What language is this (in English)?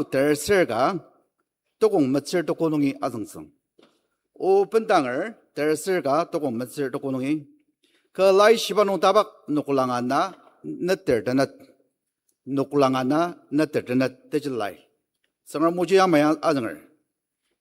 Ao Naga